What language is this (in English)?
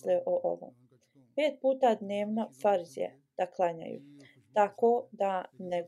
Bosnian